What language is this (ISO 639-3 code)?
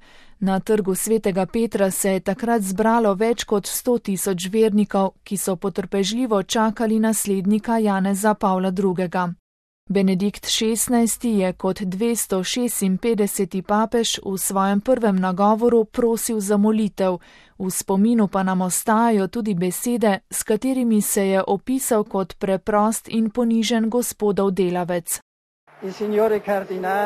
slv